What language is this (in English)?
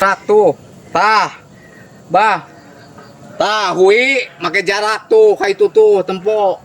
Sundanese